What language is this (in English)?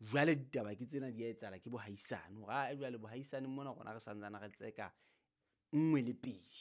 Southern Sotho